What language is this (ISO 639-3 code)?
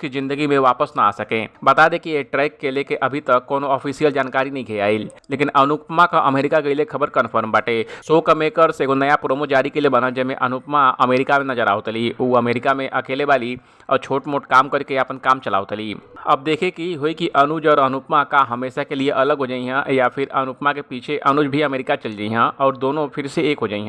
bho